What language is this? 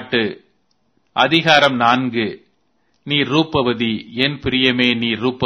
Tamil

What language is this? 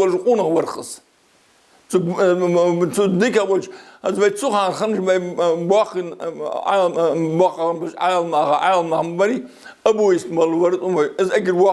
Ingush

